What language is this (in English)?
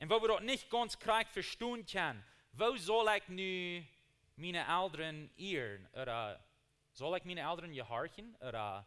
Plautdietsch